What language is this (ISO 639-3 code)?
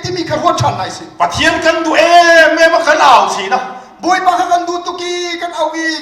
cnh